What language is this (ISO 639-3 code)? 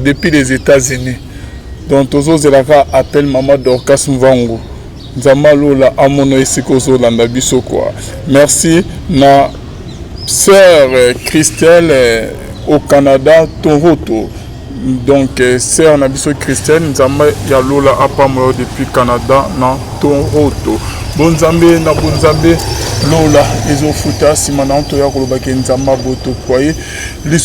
lin